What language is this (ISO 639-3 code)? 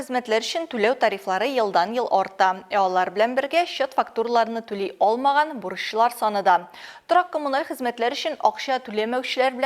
tat